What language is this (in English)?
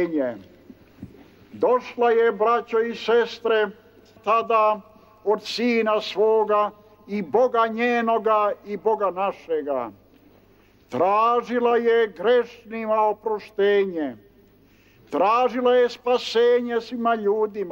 Serbian